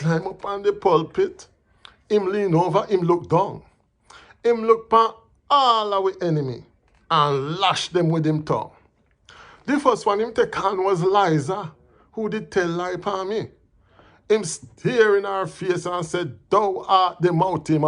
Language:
Jamaican Creole English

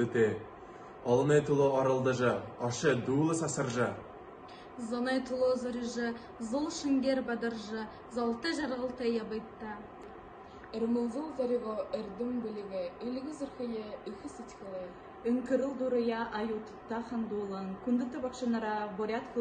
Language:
Buriat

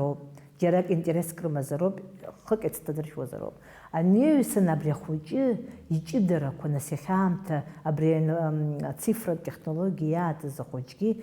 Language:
Abkhazian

